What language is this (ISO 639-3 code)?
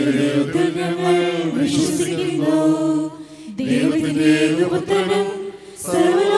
mal